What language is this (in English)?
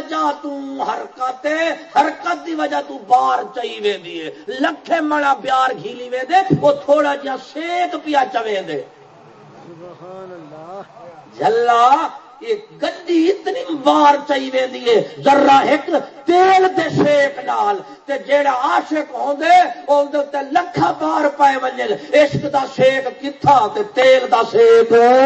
Saraiki